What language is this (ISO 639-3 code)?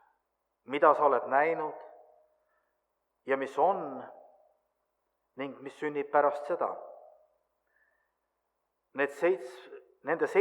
est